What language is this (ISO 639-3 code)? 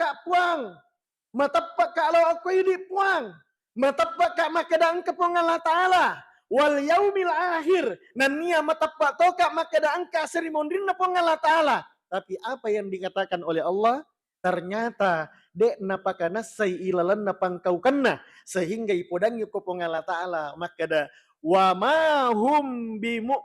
bug